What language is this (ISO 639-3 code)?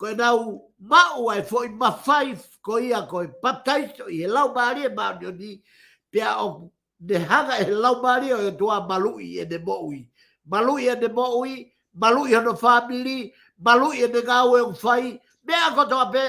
ton